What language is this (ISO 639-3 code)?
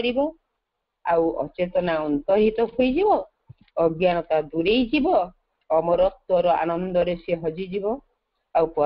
ori